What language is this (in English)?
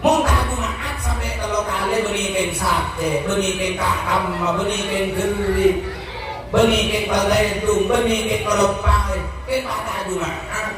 Madurese